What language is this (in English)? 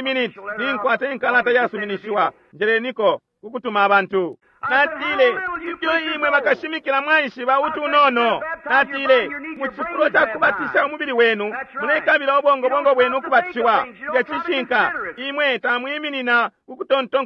Bemba